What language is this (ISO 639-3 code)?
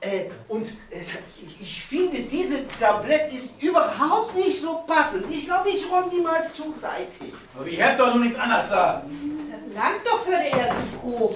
nds